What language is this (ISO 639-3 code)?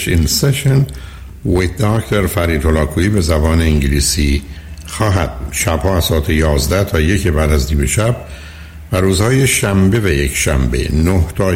fas